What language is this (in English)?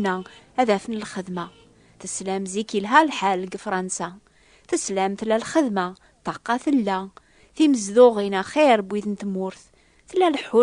Kabyle